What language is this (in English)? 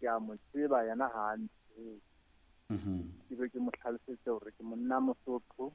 Southern Sotho